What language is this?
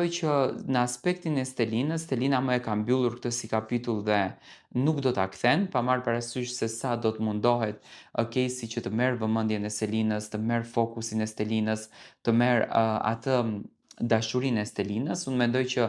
Albanian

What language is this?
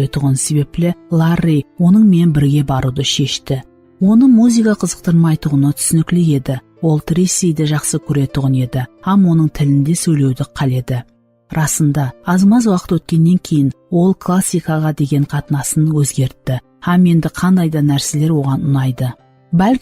Kara-Kalpak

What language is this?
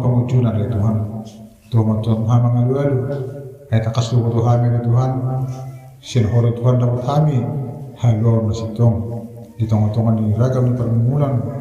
Batak Toba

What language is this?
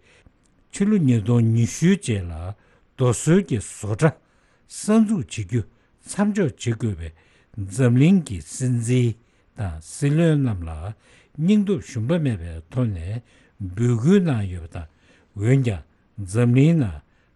Tibetan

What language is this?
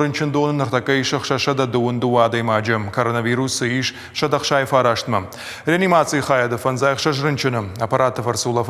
Ossetic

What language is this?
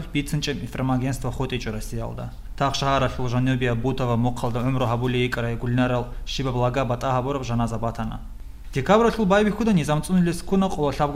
Avaric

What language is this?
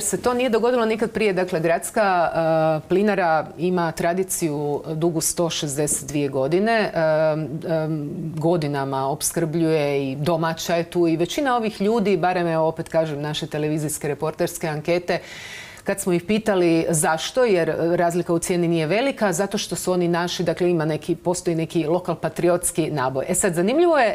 Croatian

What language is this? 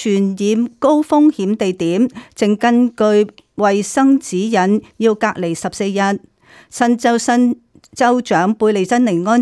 Cantonese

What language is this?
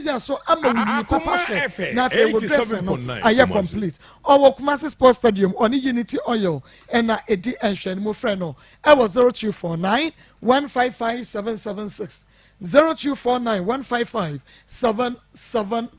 Akan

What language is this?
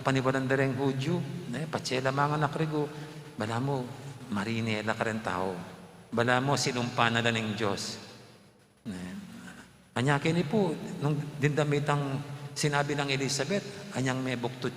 Pampanga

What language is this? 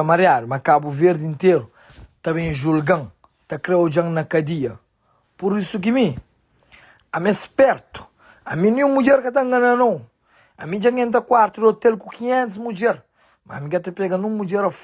Kabuverdianu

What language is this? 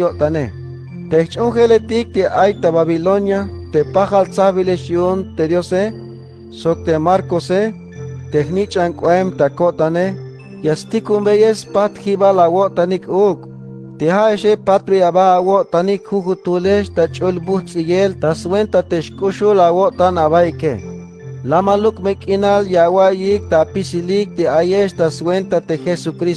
Tzeltal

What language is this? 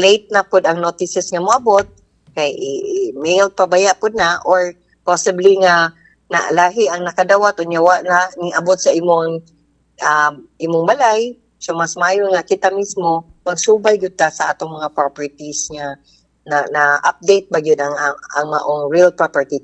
Cebuano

